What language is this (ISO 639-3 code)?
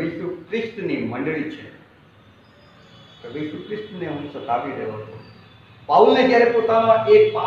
guj